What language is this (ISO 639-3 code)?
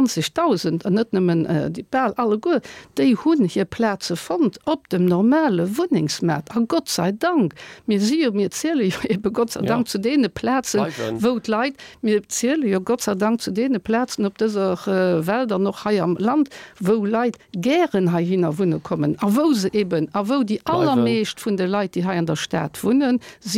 ltz